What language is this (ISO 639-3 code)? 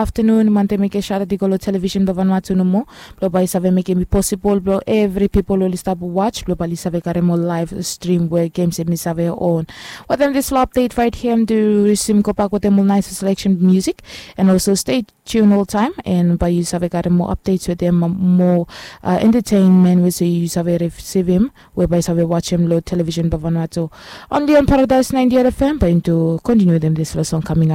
bis